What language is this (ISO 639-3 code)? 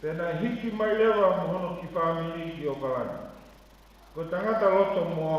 ton